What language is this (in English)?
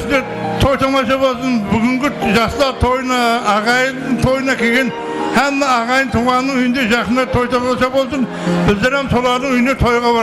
Kara-Kalpak